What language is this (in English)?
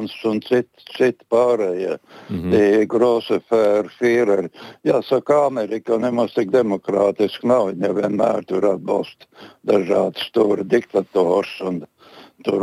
Latvian